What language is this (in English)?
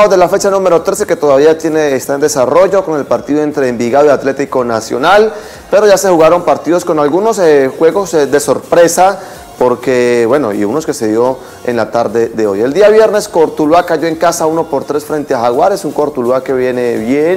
Spanish